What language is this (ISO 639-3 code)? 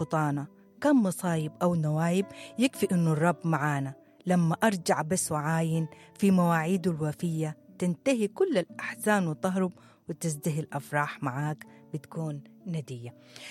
apd